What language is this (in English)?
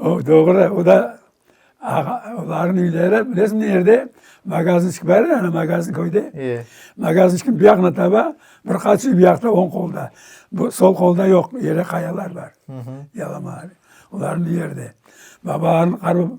Crimean Tatar